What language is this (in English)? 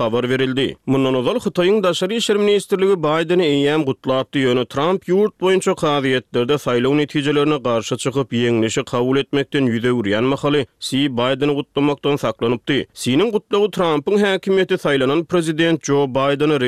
Turkmen